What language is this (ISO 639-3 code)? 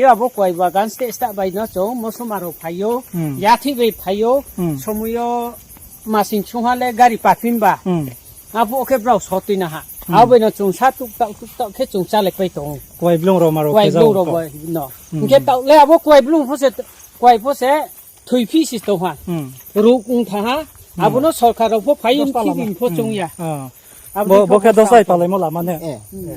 ria